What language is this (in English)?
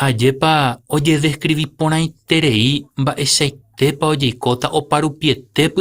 Guarani